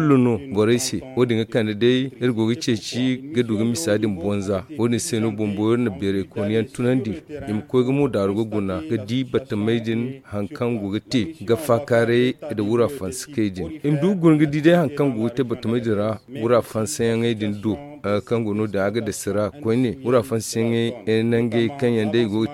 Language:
Zarma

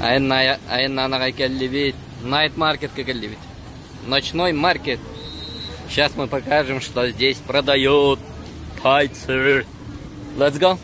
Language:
Yakut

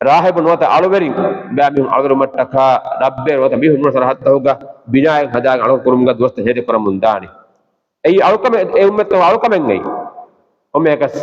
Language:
Divehi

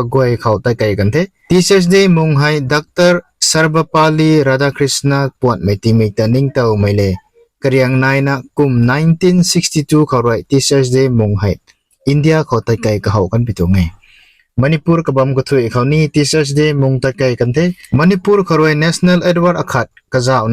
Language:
Rongmei Naga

